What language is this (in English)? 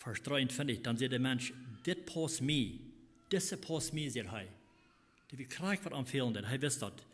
Plautdietsch